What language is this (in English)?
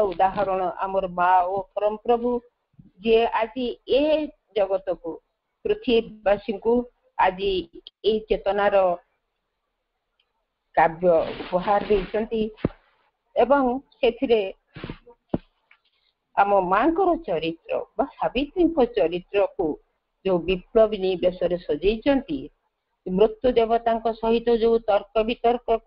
Odia